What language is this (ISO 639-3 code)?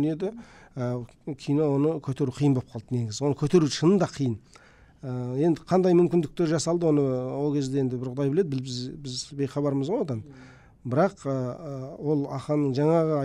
kaz